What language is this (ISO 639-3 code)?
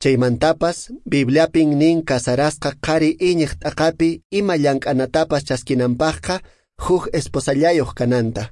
que